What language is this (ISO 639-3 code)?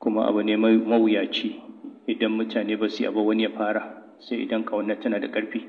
hau